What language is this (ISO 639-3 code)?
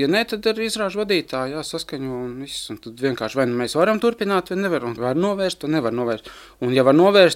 lav